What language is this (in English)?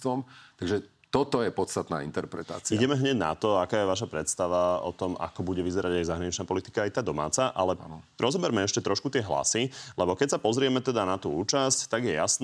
Slovak